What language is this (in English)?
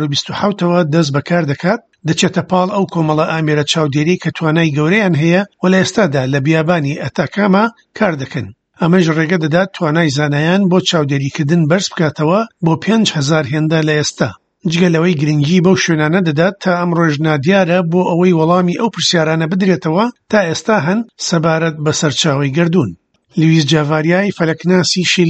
Central Kurdish